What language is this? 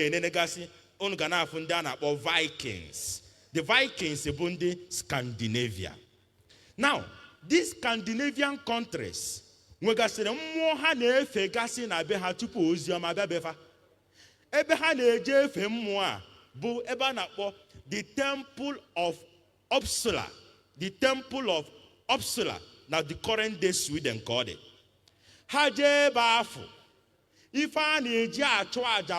Igbo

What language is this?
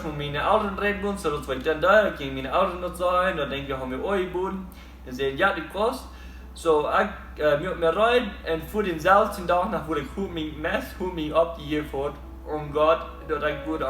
Plautdietsch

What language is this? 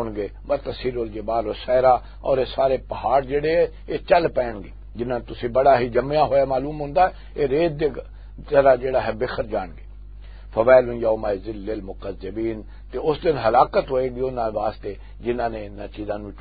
Western Panjabi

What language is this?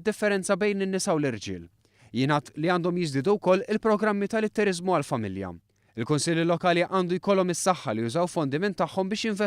Maltese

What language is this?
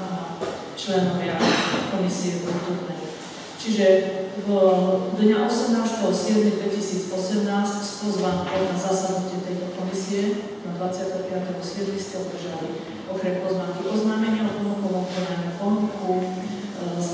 Slovak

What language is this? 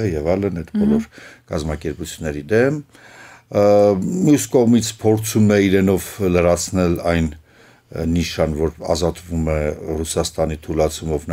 Armenian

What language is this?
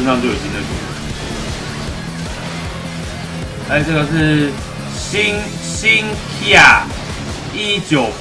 Chinese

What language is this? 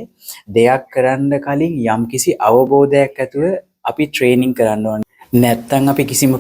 Sinhala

